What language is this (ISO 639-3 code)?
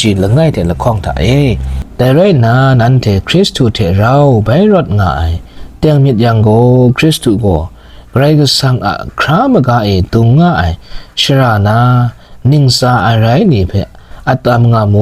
kac